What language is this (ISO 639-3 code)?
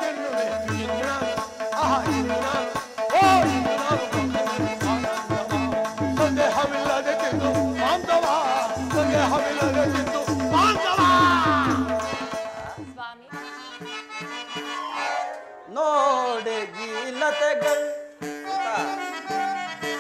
kan